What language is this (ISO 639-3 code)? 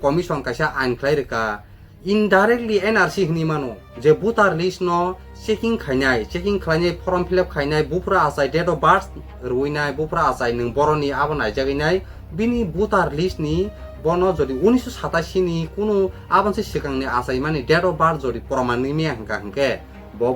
trp